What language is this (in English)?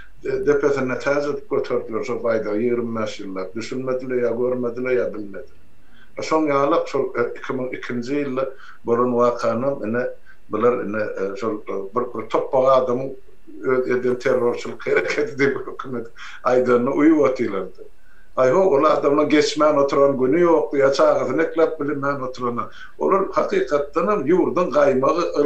Turkmen